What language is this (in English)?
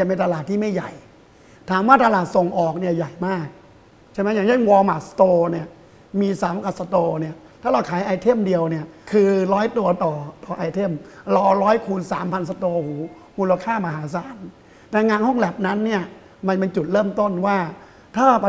Thai